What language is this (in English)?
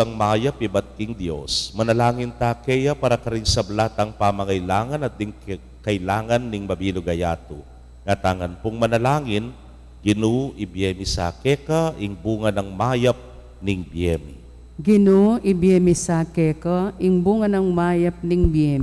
Pampanga